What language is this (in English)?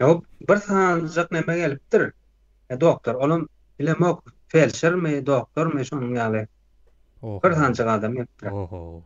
Turkmen